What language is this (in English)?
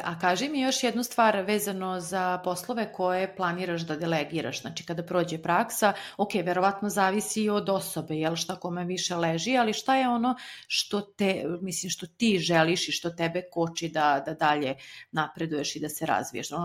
Serbian